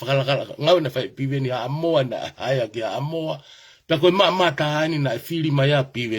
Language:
Tongan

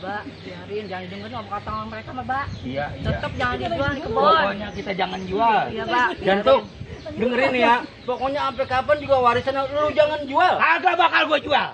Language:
Betawi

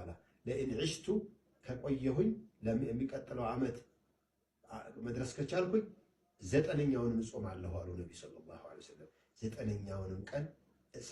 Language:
Amharic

